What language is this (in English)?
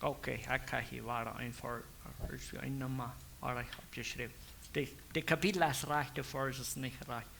Plautdietsch